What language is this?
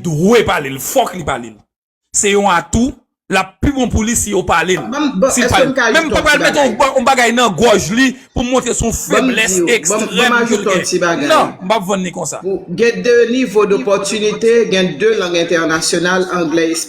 Haitian Creole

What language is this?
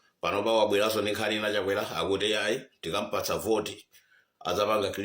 Nyanja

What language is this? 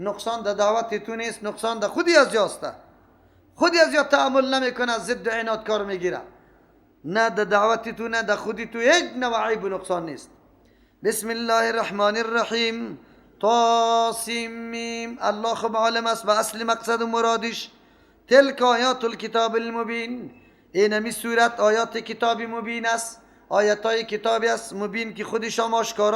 Persian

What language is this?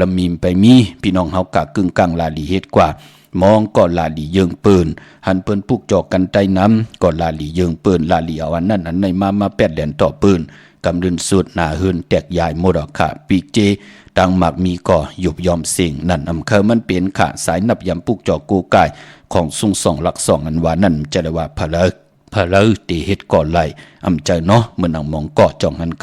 Shan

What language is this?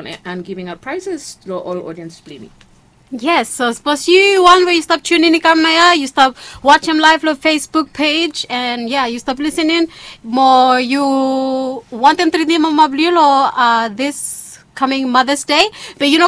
Bislama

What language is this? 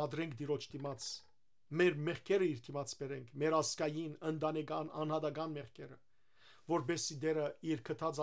Western Armenian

